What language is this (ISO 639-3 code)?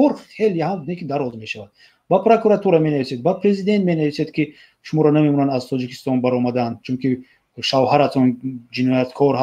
tgk